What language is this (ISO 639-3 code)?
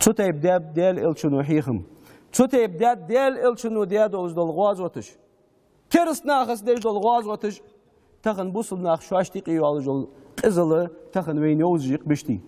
inh